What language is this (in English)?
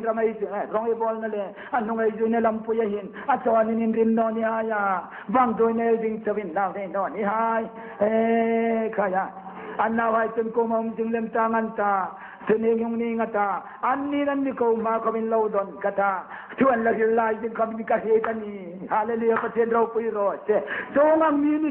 Hmar